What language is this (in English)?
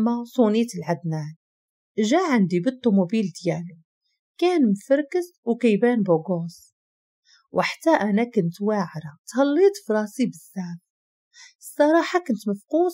Moroccan Arabic